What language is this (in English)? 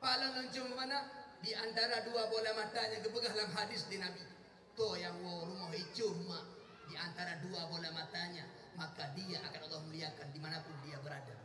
Achinese